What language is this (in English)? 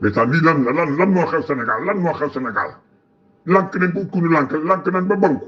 Wolof